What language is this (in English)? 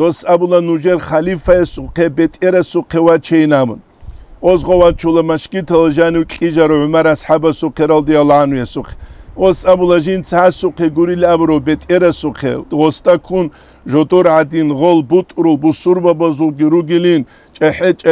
Avaric